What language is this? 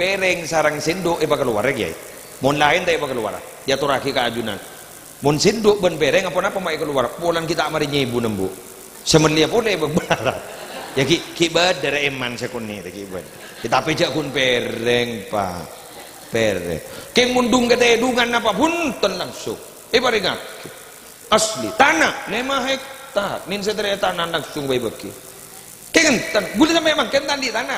Madurese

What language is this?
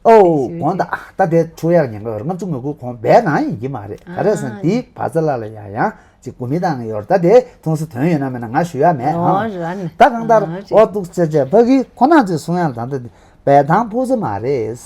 Tibetan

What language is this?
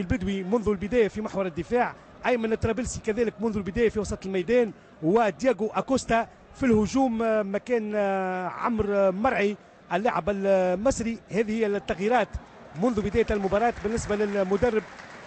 Tunisian Arabic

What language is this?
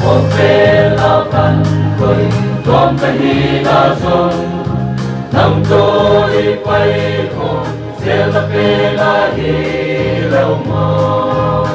Paite Chin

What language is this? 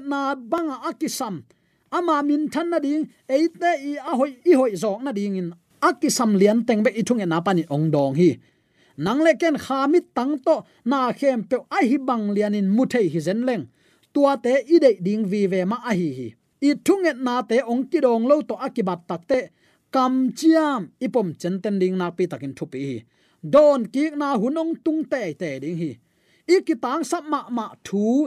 Tedim Chin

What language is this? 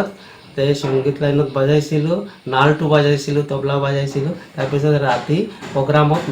Assamese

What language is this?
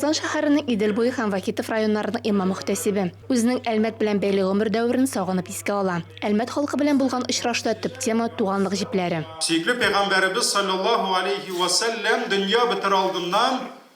Tatar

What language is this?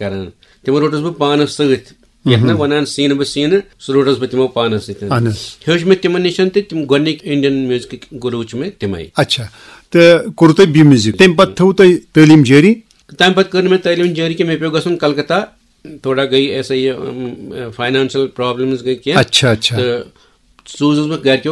Kashmiri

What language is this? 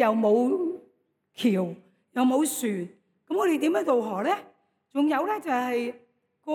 Cantonese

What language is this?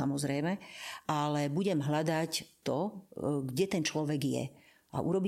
Slovak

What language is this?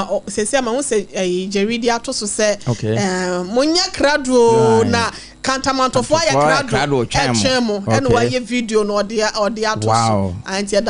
Akan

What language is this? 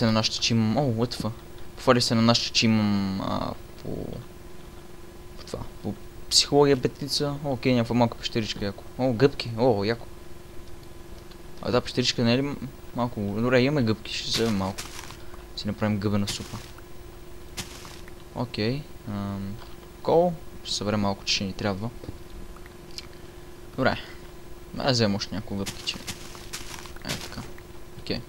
Bulgarian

